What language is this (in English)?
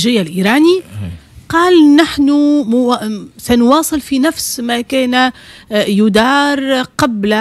Tunisian Arabic